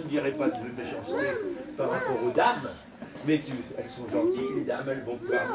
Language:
French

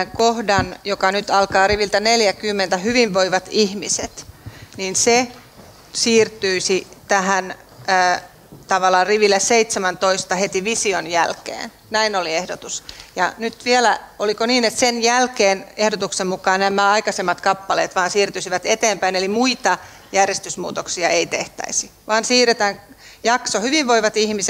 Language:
Finnish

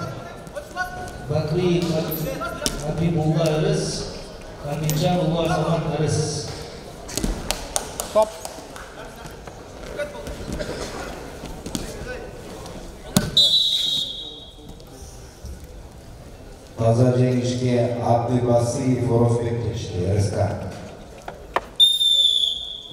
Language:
Kazakh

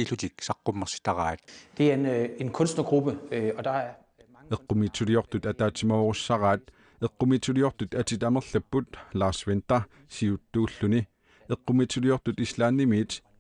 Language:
Kalaallisut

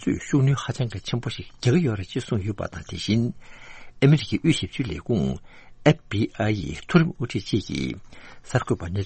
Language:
Tibetan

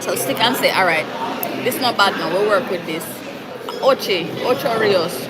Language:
Jamaican Creole English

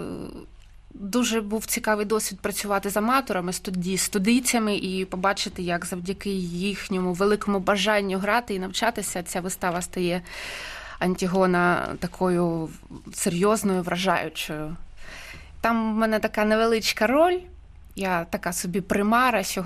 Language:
Ukrainian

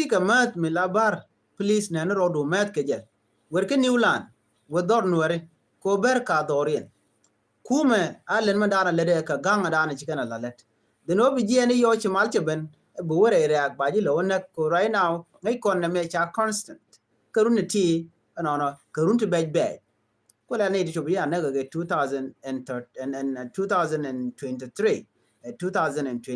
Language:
Nuer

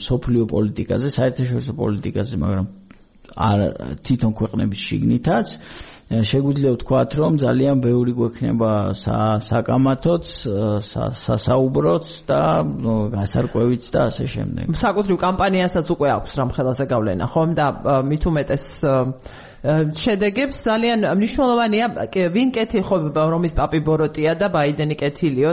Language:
Georgian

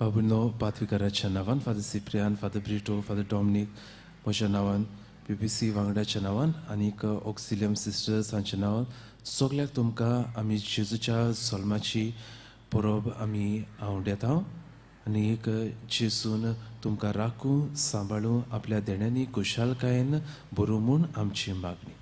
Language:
Konkani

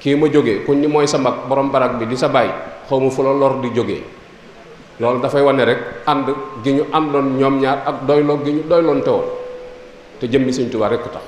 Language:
Wolof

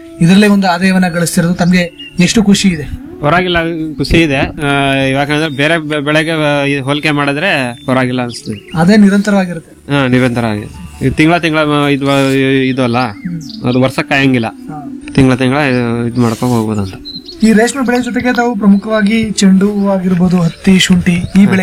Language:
Kannada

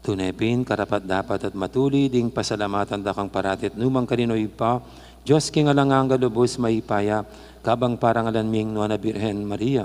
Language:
Pampanga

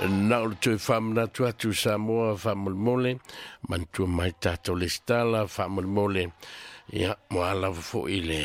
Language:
Samoan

